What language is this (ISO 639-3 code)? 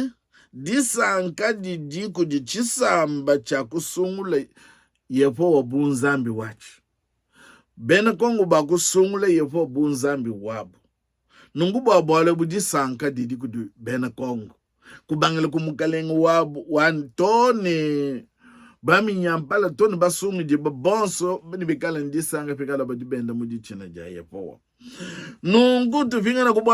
lua